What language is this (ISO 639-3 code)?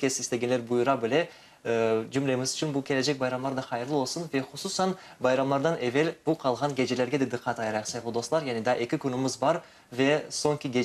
crh